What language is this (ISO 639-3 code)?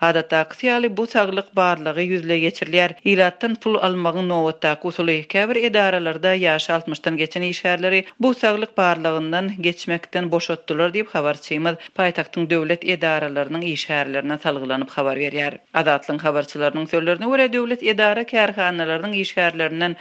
tuk